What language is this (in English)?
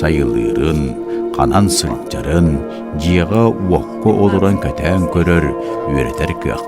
Yakut